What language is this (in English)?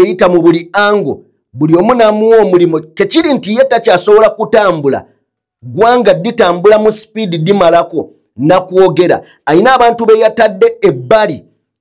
Ganda